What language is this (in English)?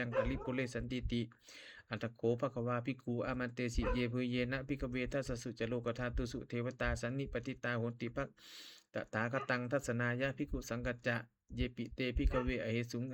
Pali